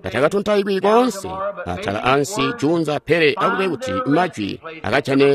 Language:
Tonga (Zambia)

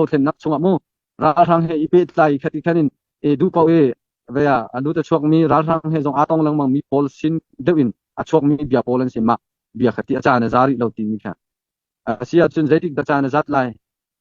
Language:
Hakha Chin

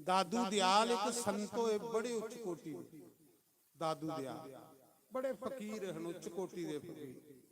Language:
Dogri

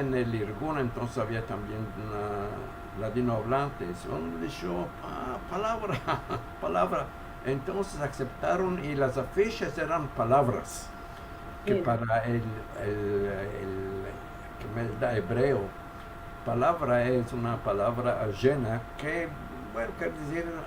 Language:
Ladino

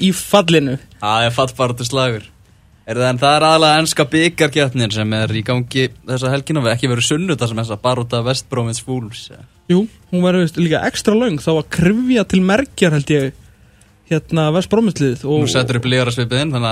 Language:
Icelandic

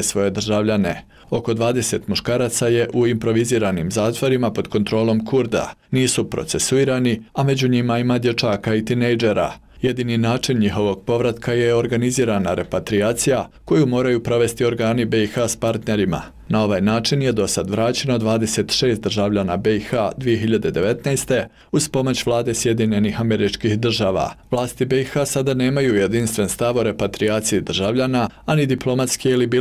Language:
Bosnian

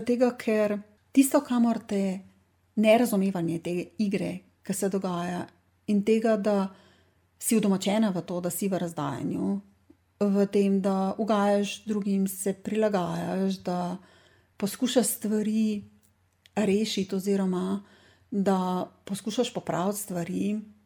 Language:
Slovenian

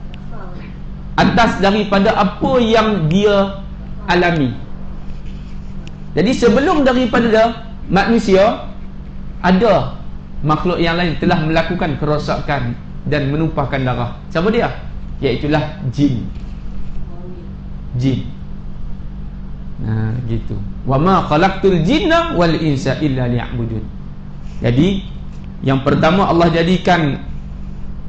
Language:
Malay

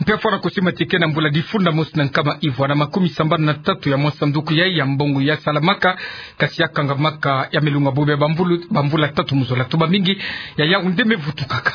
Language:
Kituba (Democratic Republic of Congo)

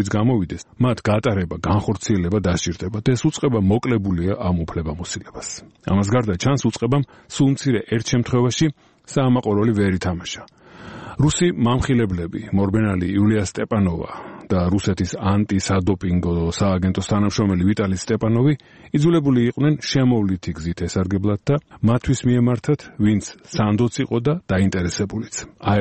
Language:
Georgian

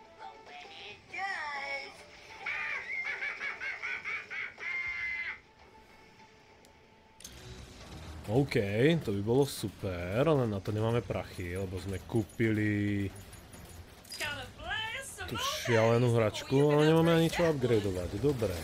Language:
Slovak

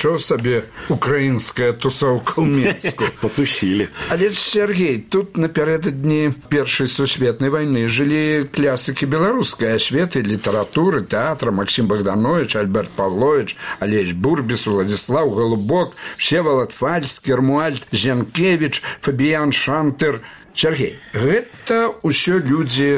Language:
Belarusian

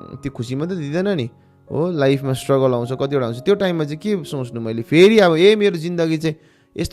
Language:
Nepali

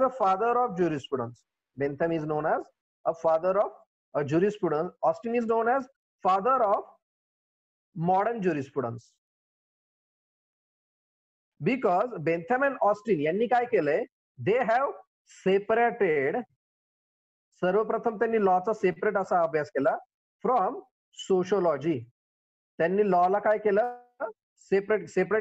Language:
Marathi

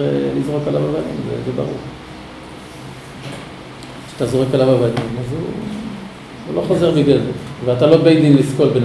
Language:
Hebrew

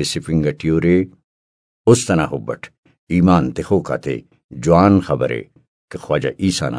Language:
Brahui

